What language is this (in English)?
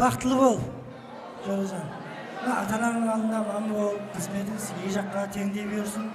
Kara-Kalpak